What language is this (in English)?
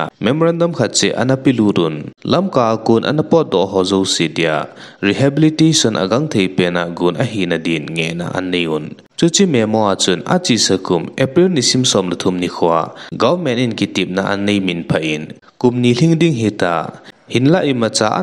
Thado Chin